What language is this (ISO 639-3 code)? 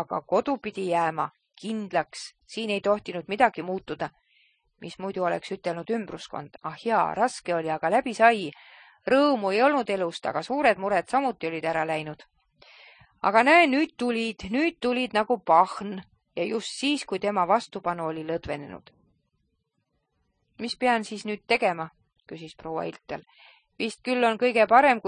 est